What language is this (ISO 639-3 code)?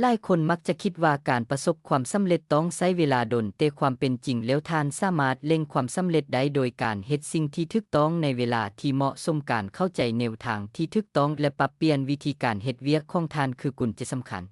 lao